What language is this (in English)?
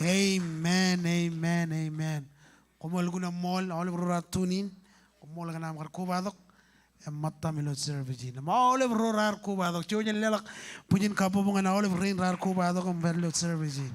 Marshallese